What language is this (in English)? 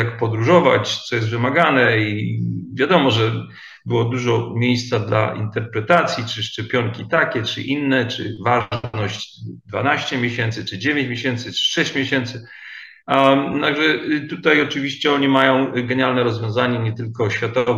Polish